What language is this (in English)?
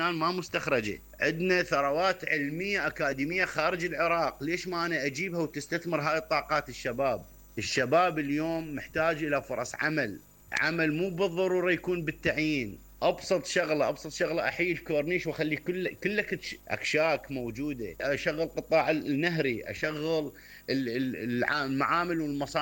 Mesopotamian Arabic